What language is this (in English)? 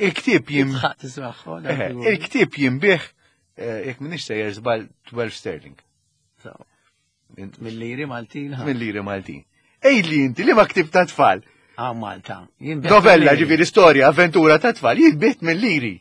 Maltese